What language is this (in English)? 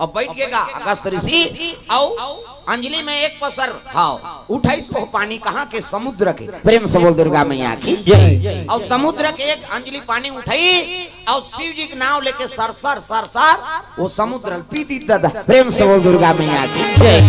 Chhattisgarhi